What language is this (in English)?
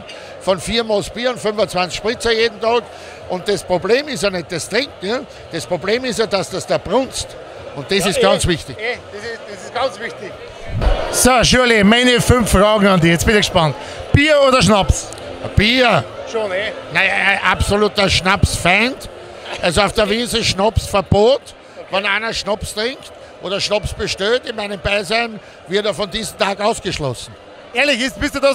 Bavarian